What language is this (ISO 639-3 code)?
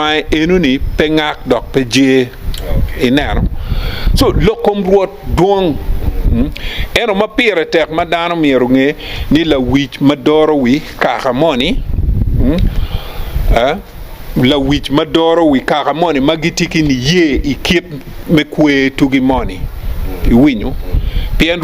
ach